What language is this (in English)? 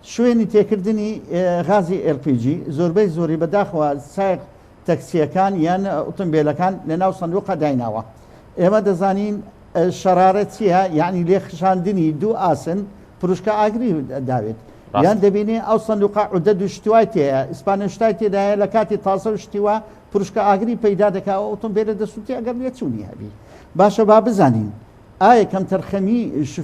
Central Kurdish